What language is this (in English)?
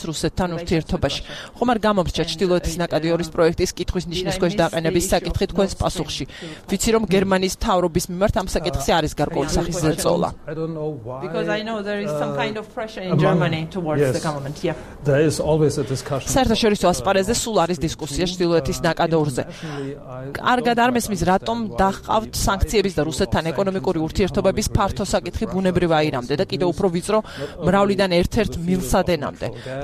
Georgian